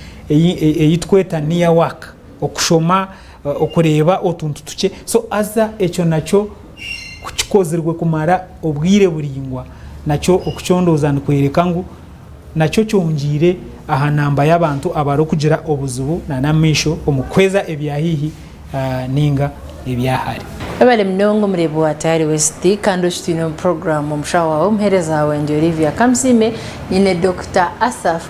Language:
Nyankole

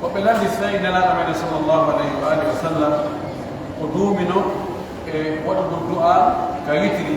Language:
Pular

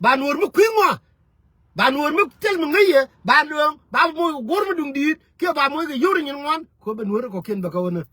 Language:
Nuer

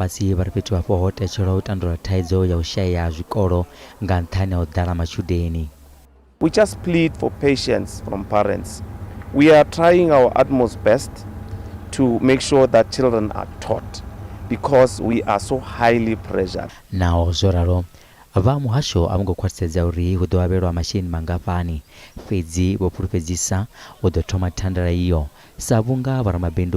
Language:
Venda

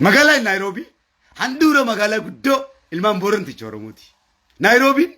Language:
Oromo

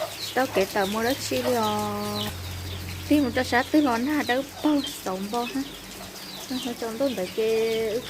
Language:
Hmong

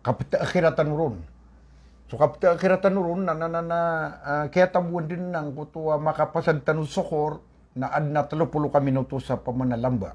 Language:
Maranao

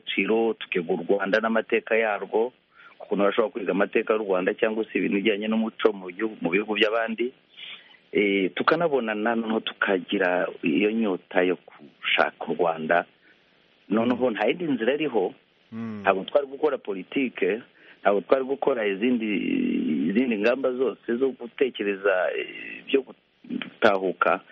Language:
Kinyarwanda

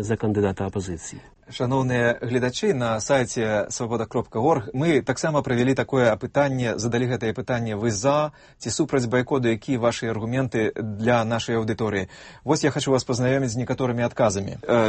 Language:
Belarusian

